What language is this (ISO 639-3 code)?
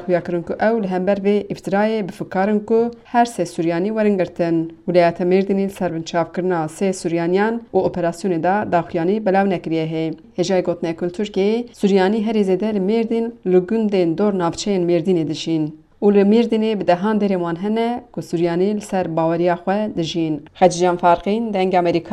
kur